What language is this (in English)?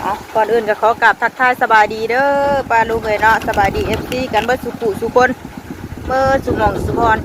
Northeastern Thai